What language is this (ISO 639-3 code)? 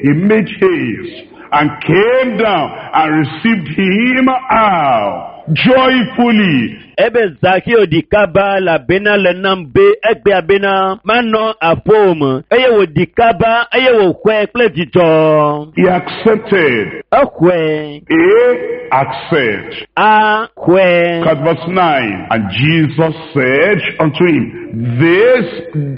ewe